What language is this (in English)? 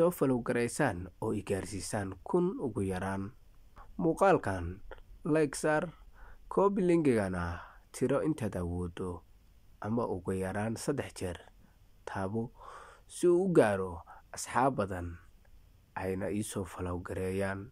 Somali